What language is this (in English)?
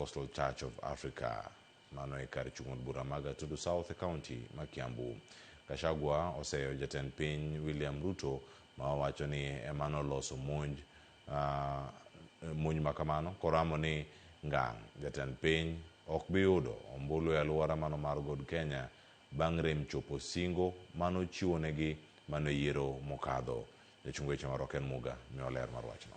Luo (Kenya and Tanzania)